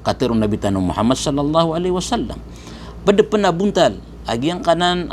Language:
Maranao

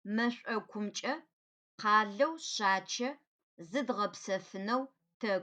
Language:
Adyghe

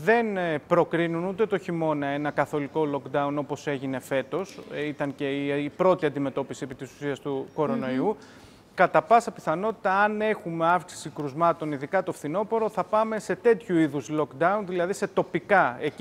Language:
Greek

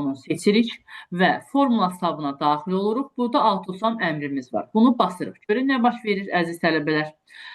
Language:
Azerbaijani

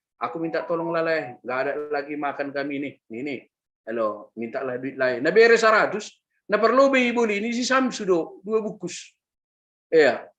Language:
Batak Simalungun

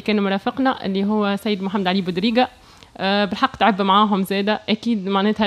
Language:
Tunisian Arabic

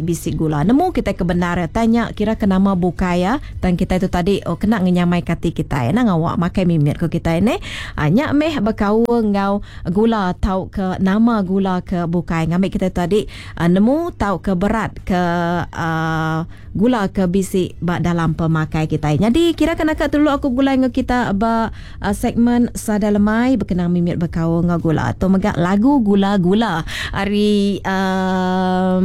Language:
Iban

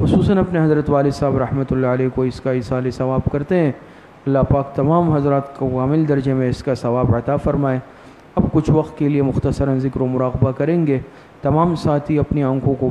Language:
Urdu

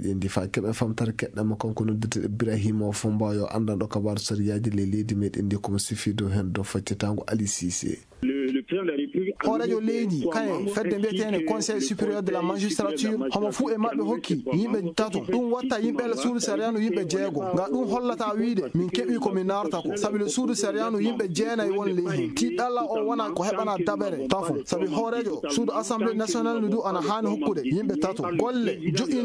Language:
Fula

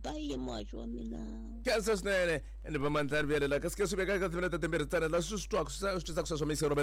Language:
Tsonga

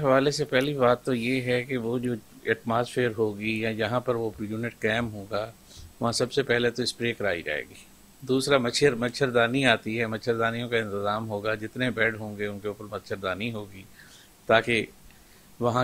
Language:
Urdu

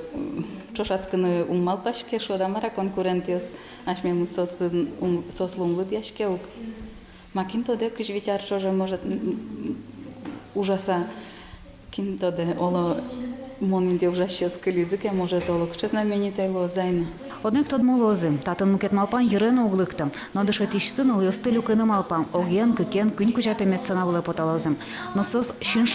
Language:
Udmurt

